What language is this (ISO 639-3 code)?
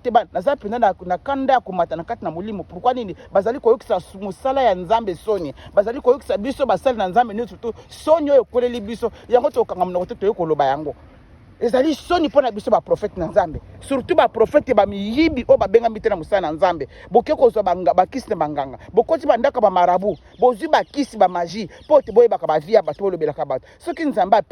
lin